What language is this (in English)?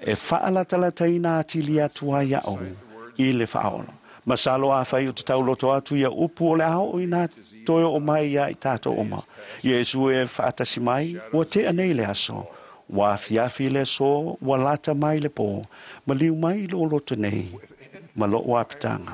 Samoan